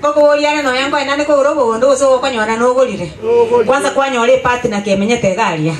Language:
Gusii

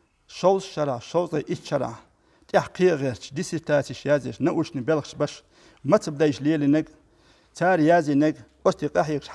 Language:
Chechen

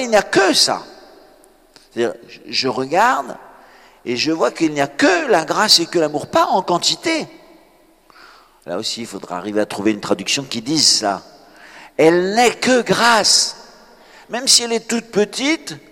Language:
French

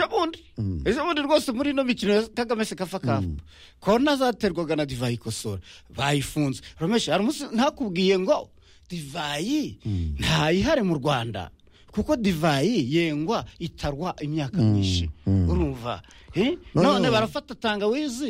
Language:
Kinyarwanda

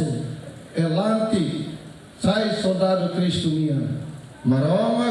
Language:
Tetum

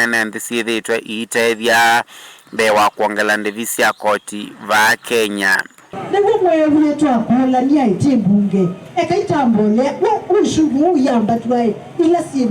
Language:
Kamba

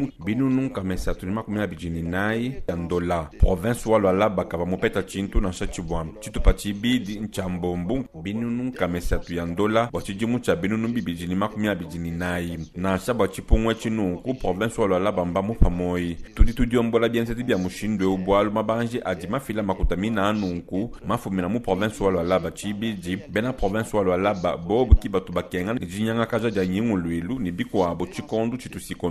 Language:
Luba-Lulua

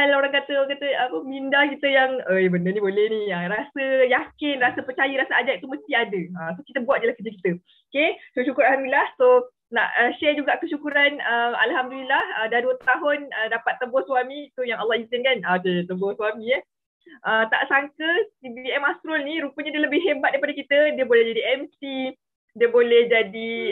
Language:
Malay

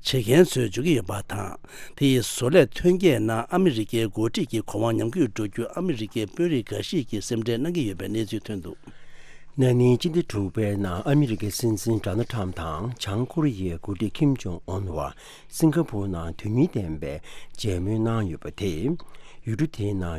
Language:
Tibetan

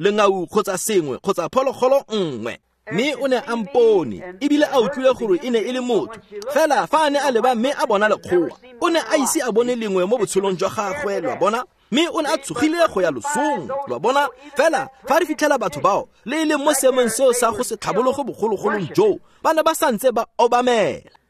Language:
Tswana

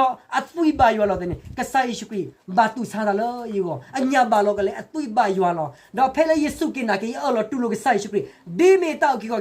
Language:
S'gaw Karen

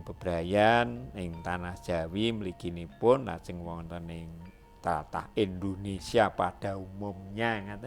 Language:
Javanese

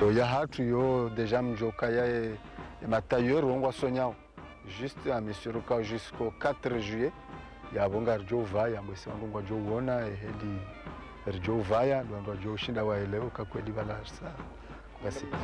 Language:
Ngazidja Comorian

